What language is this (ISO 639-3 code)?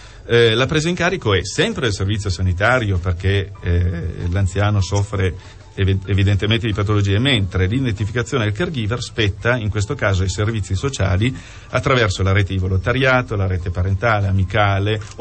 ita